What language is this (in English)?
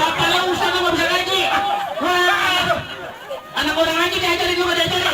Betawi